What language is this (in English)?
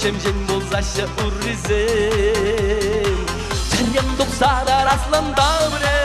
Chuvash